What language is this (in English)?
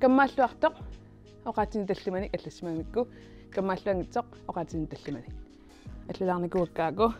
Kalaallisut